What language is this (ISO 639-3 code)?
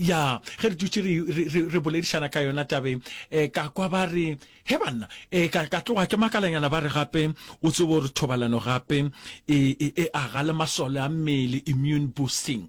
nso